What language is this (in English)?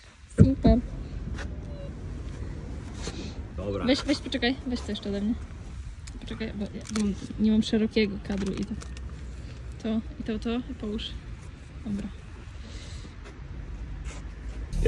Polish